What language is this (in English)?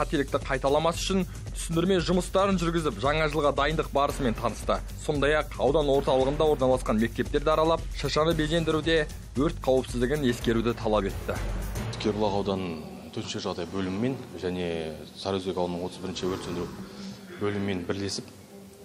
Kazakh